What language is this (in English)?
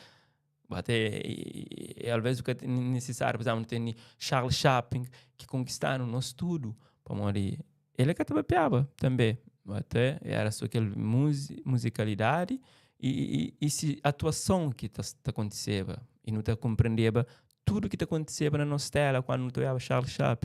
Kabuverdianu